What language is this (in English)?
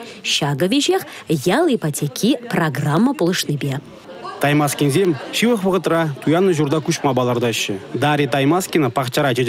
Chuvash